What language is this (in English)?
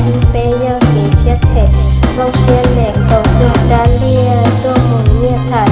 Hmong